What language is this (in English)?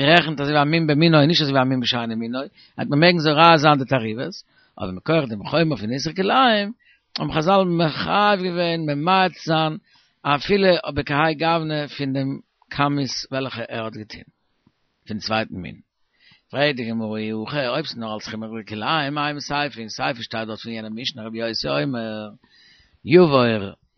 Yiddish